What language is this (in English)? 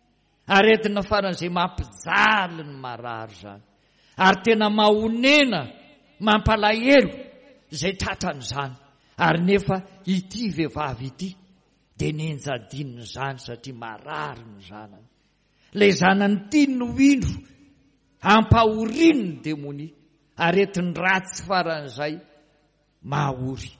Malagasy